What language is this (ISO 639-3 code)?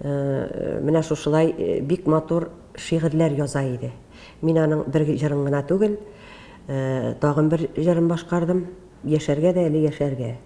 tat